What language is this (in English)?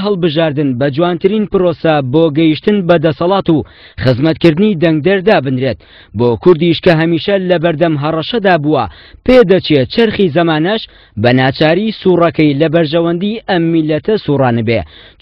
Central Kurdish